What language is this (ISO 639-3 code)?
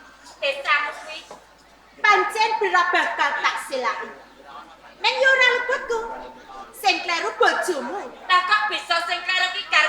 jav